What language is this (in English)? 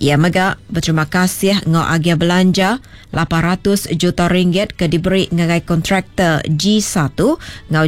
Iban